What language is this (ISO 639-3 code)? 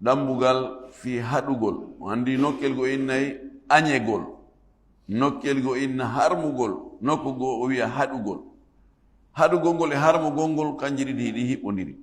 ful